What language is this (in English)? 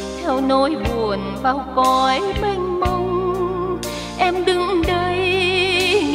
Vietnamese